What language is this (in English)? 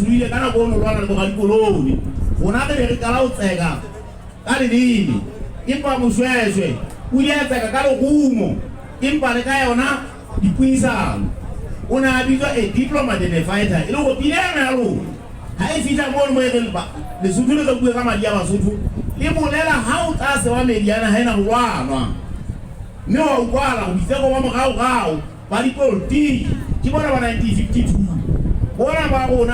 Southern Sotho